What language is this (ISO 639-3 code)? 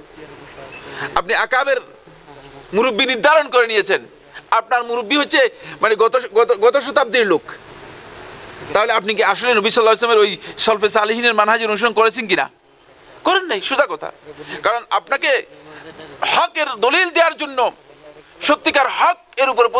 ben